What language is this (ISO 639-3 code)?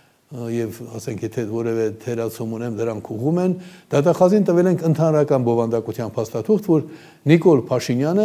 hye